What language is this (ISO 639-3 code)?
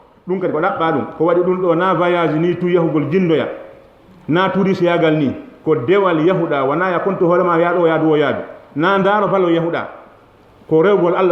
ful